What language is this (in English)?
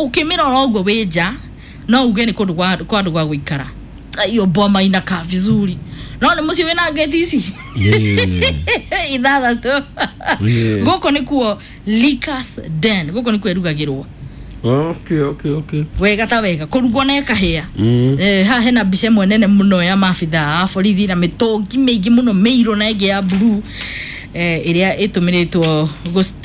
Kikuyu